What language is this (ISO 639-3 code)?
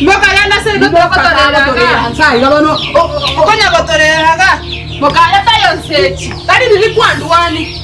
guz